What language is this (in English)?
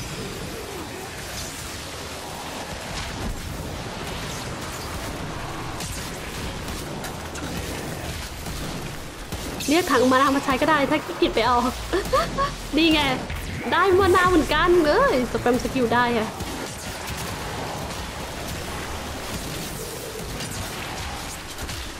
Thai